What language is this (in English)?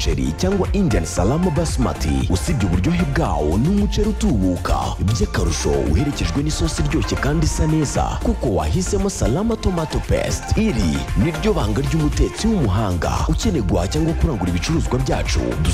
Kinyarwanda